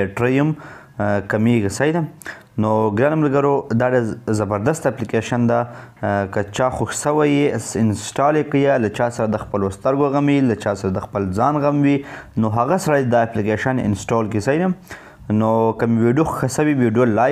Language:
Pashto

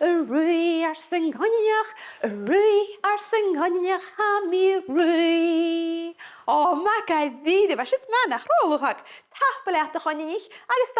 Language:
Scottish Gaelic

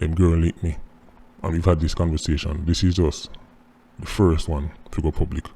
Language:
Jamaican Creole English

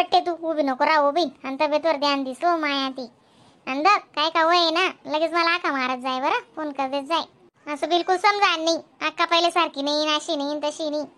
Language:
Khandesi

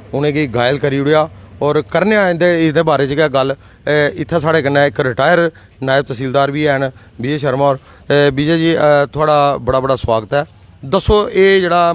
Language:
Dogri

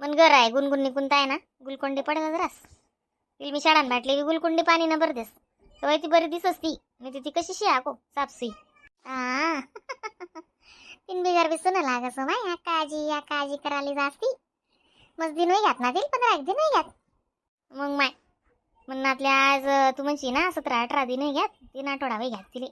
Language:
Khandesi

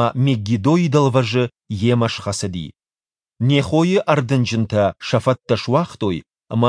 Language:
Ossetic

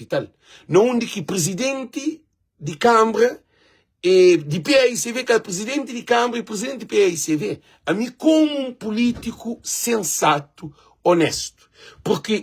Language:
Kabuverdianu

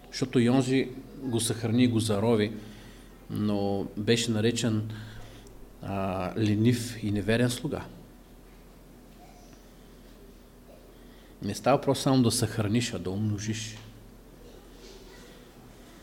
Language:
Bulgarian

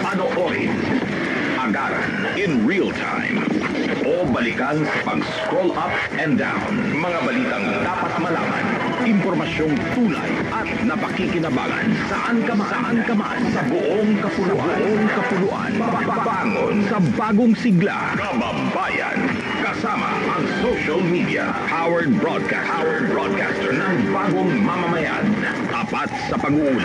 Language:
Filipino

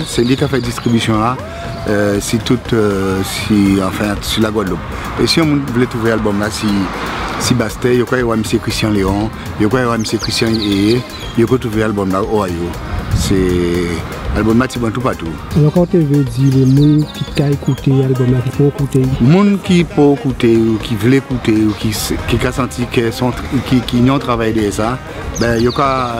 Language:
Guadeloupean Creole French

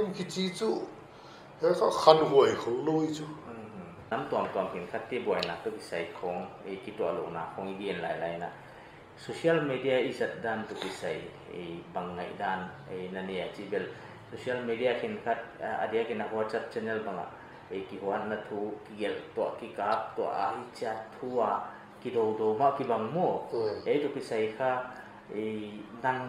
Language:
Paite Chin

